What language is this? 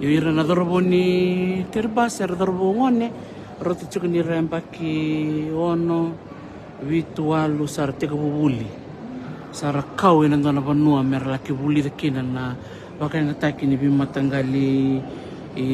Fijian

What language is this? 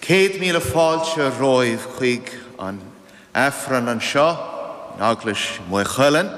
Irish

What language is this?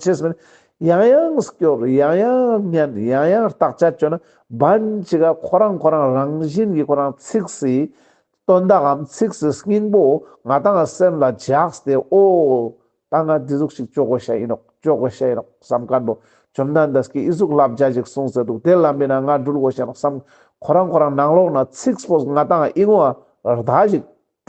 Ladakhi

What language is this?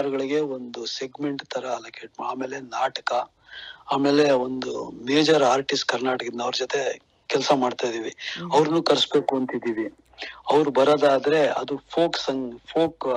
Kannada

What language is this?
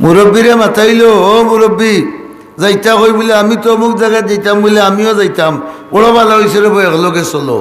Sylheti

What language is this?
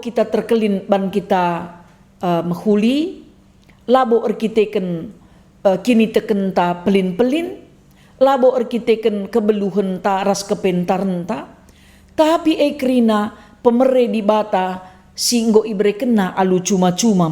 Batak Karo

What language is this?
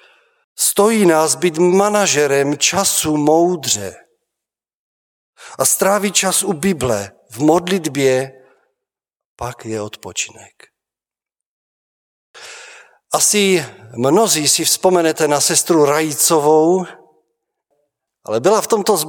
Czech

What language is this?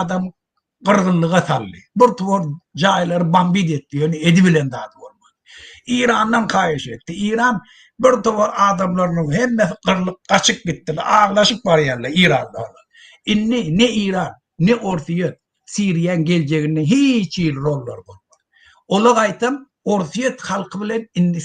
Turkmen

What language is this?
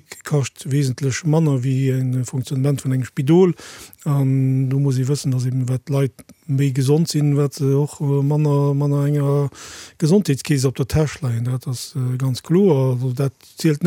Luxembourgish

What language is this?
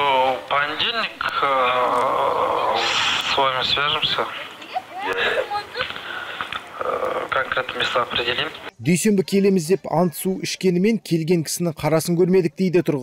Kazakh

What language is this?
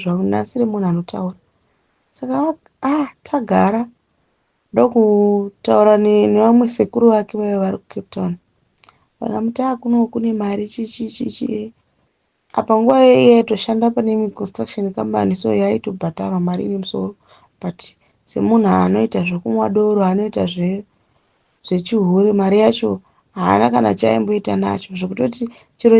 Shona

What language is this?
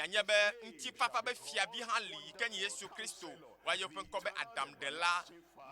Ewe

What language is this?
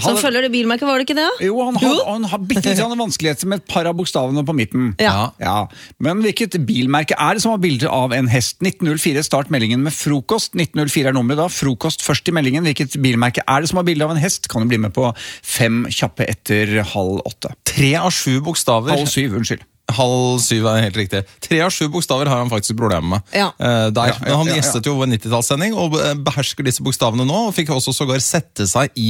Norwegian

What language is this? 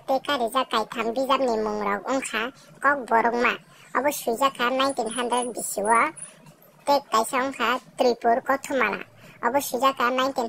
Kok Borok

